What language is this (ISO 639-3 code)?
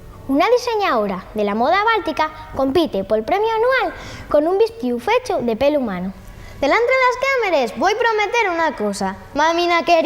ast